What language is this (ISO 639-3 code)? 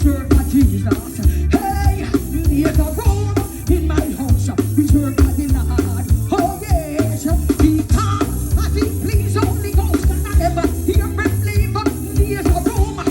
jam